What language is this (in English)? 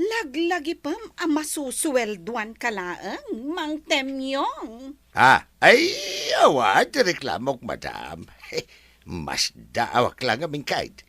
Iloko